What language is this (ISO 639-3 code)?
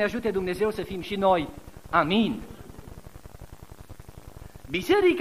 ron